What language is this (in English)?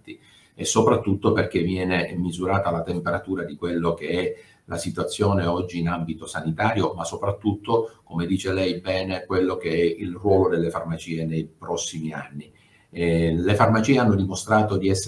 Italian